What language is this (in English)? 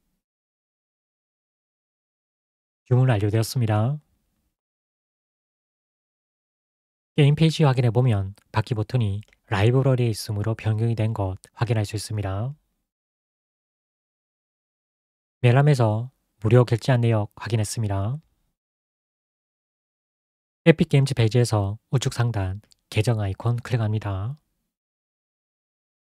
Korean